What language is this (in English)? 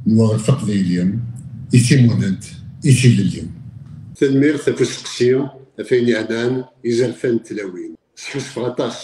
Kabyle